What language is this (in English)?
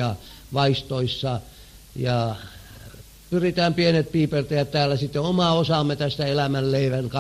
Finnish